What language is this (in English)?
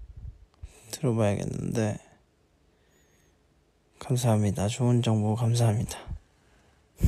Korean